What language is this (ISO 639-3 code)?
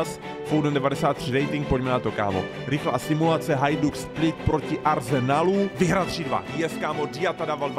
ces